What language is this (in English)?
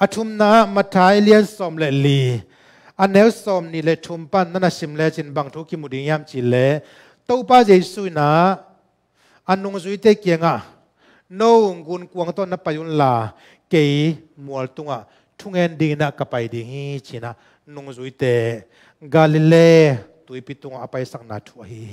Tedim Chin